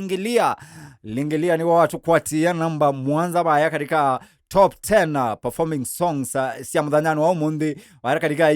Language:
Kamba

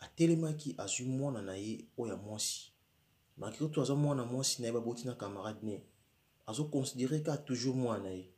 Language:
Lingala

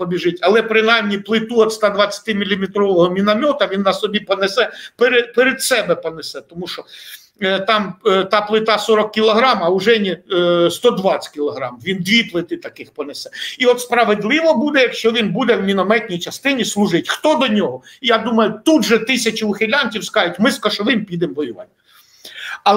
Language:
Ukrainian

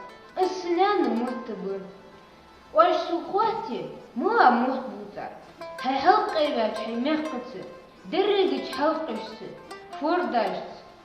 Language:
Ingush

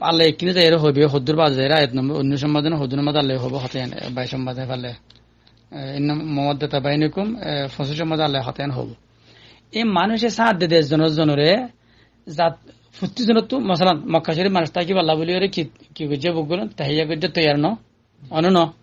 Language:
Rohingya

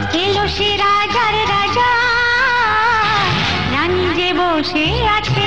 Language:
Bangla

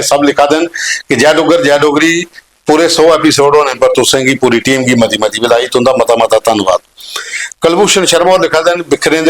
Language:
Dogri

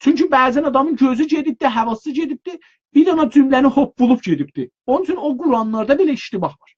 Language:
South Azerbaijani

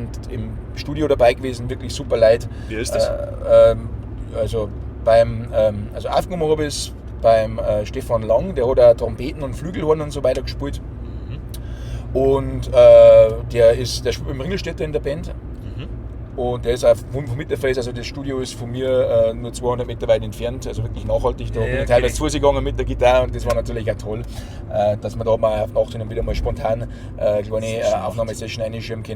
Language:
Bavarian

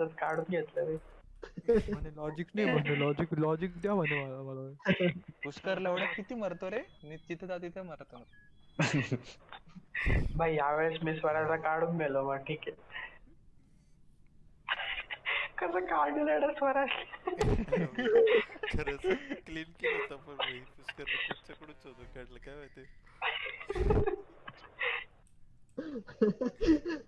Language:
Marathi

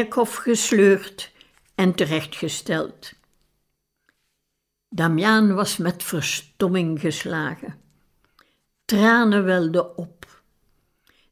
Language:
Dutch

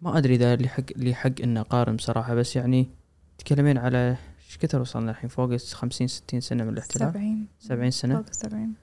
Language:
Gulf Arabic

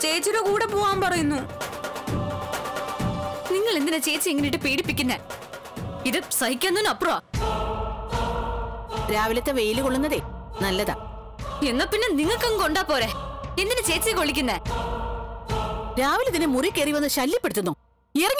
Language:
Malayalam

